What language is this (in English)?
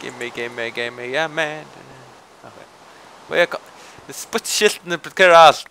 Faroese